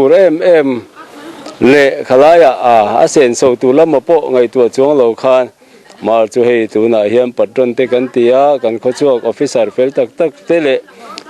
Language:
Mizo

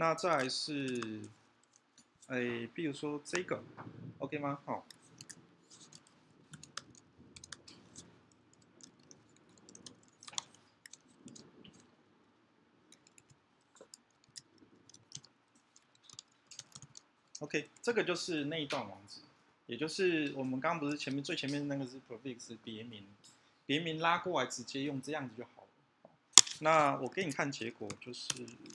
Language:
Chinese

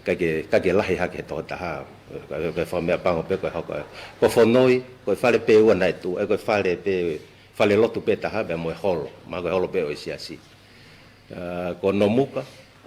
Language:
Tongan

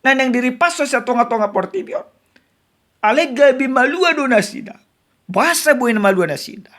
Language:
Batak Toba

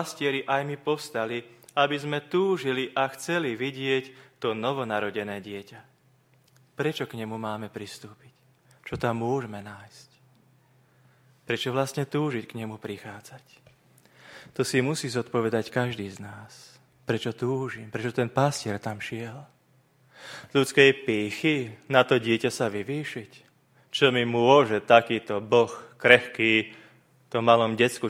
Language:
Slovak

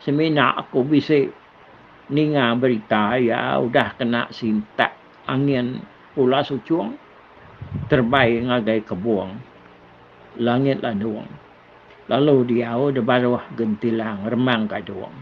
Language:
Iban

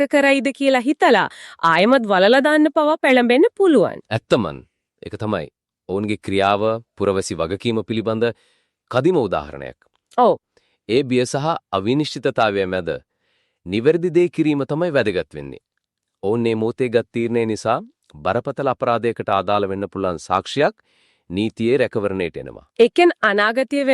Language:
Sinhala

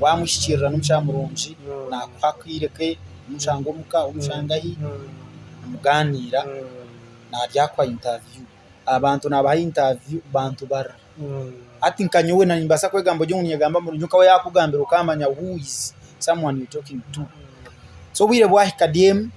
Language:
Nyankole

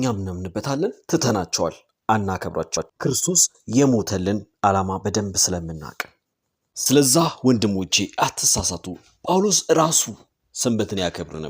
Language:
Amharic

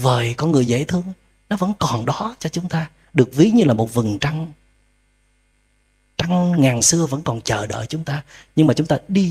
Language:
Vietnamese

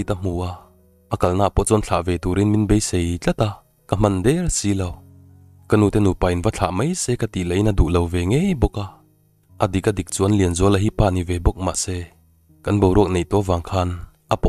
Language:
Mizo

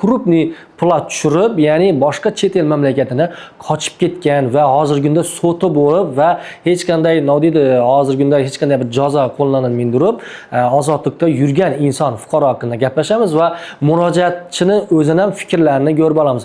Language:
Uzbek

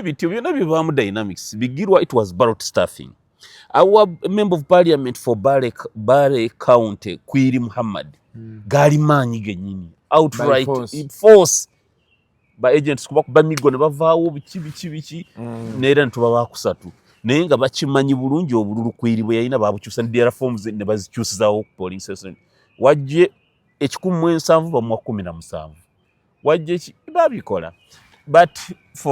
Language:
Ganda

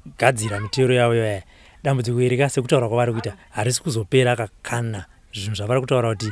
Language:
Shona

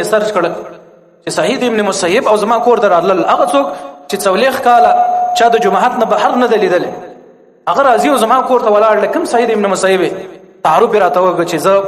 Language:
Pashto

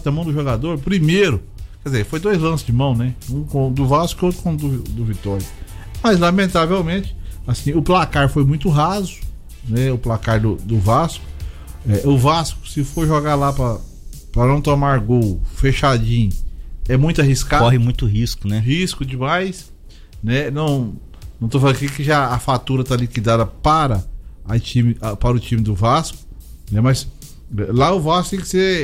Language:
Portuguese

